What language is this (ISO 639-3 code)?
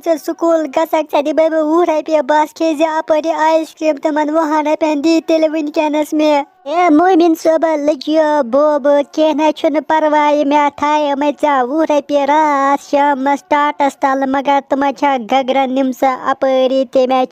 kas